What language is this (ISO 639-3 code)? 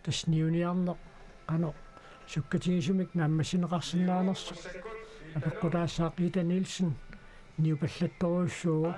kal